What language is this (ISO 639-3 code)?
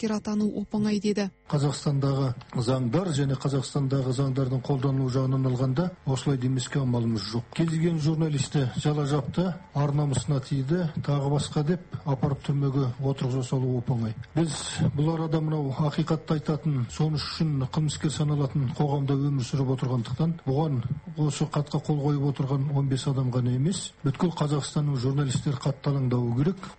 kaz